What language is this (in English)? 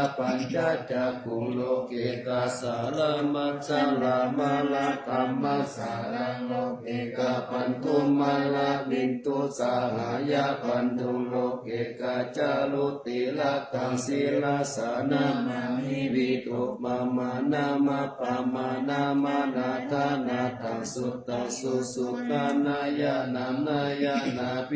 Pali